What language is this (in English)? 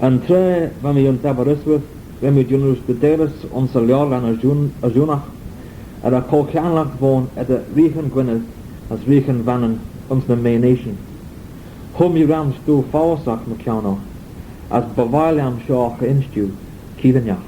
Manx